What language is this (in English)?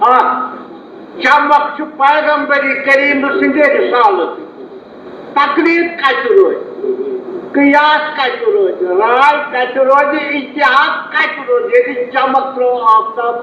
Kashmiri